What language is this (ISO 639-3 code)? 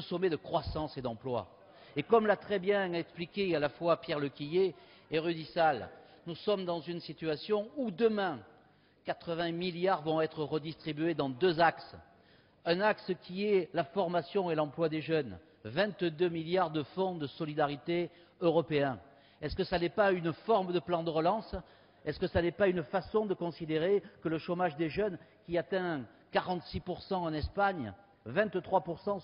fra